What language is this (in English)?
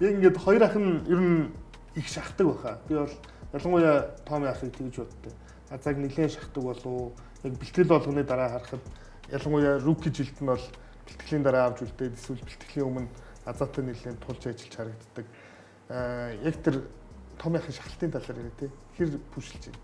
Mongolian